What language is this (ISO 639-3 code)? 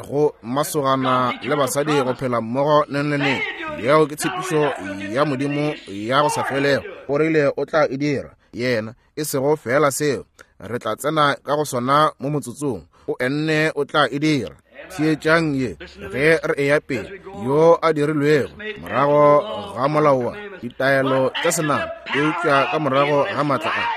nso